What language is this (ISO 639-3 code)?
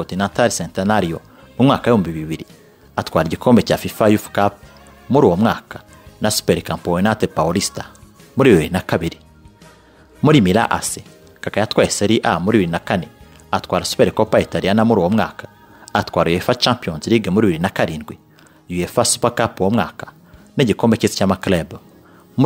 kin